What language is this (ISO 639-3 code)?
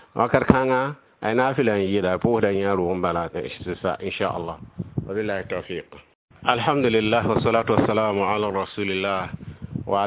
mos